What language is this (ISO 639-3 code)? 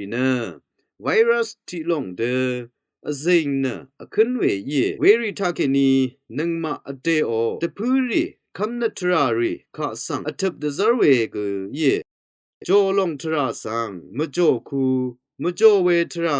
raw